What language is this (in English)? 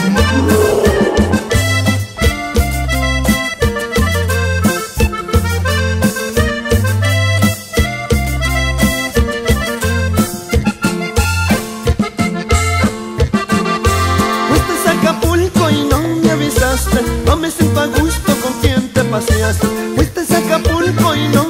Spanish